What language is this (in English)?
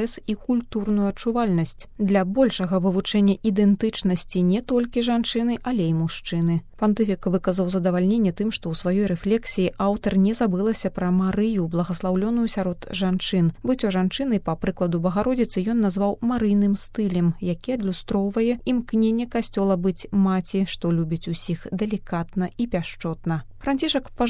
Belarusian